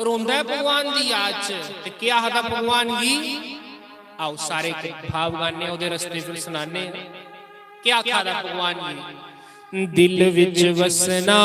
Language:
Dogri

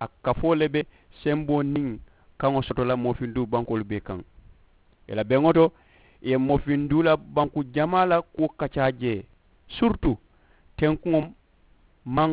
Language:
Mandingo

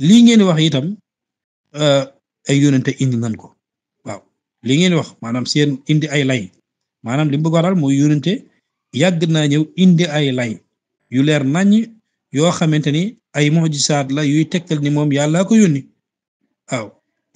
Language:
Wolof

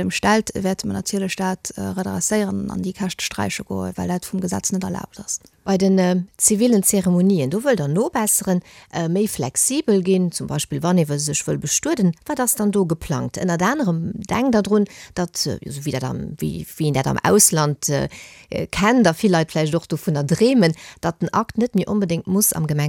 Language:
Luxembourgish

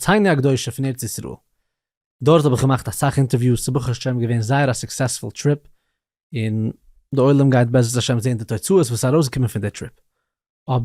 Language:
Yiddish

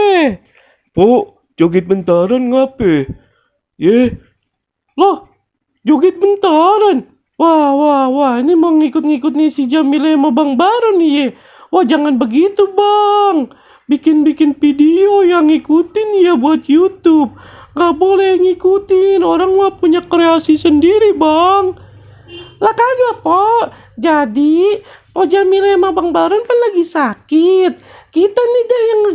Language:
Betawi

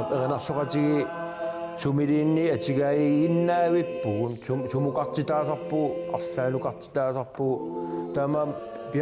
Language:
Kalaallisut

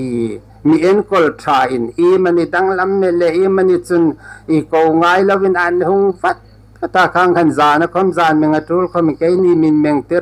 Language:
Hmar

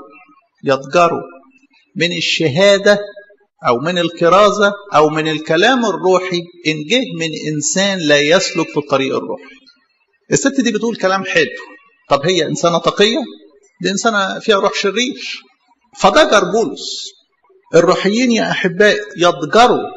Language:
Egyptian Arabic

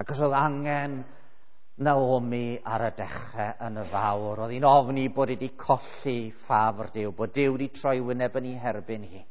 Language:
Welsh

